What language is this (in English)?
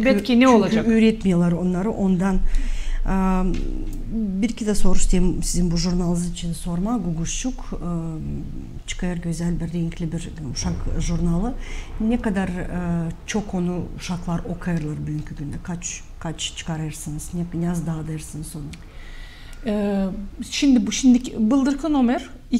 Gagauz